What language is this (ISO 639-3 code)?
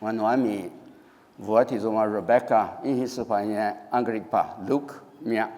lis